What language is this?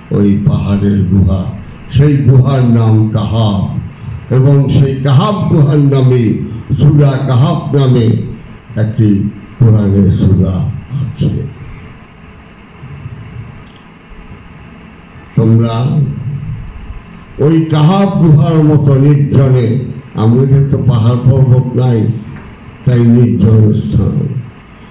Bangla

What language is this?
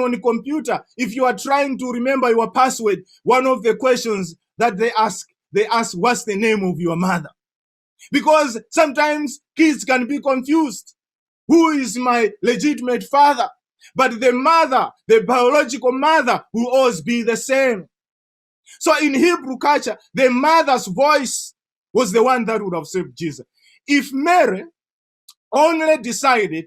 English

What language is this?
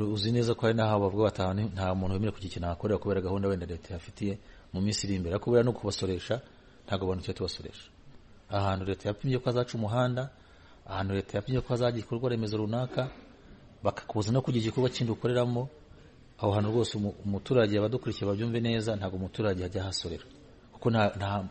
Kinyarwanda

